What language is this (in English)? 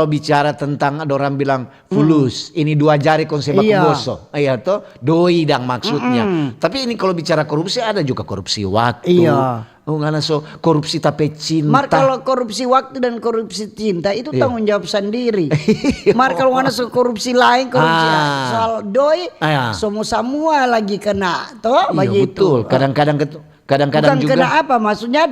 Manado Malay